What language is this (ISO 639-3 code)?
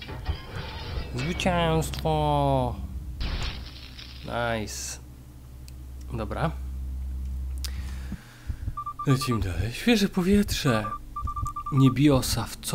pol